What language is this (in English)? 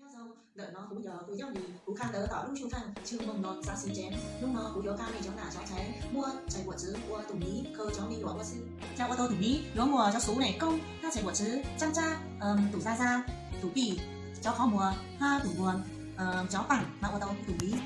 Hmong